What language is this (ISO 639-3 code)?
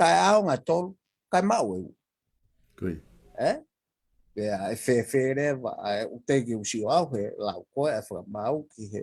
ton